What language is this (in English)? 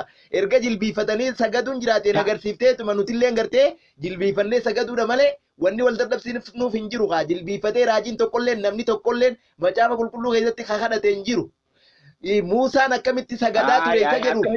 Oromo